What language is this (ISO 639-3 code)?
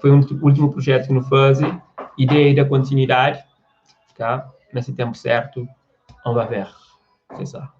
kea